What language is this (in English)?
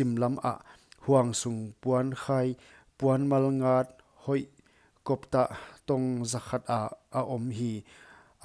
Paite Chin